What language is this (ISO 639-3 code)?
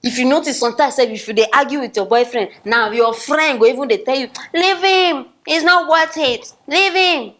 pcm